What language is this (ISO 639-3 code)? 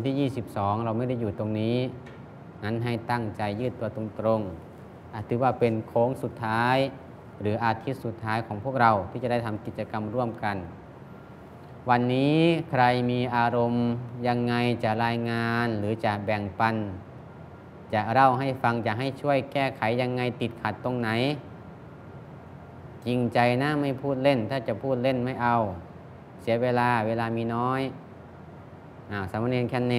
tha